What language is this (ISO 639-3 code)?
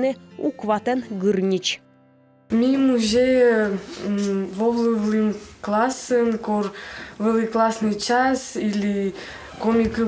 kom